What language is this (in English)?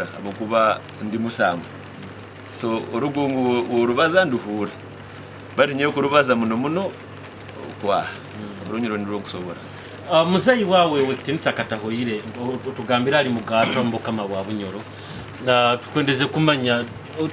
Nyoro